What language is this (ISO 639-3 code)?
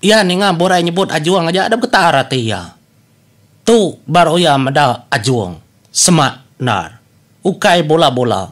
iba